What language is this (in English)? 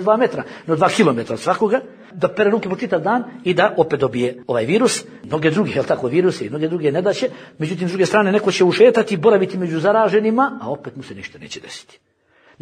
Bosnian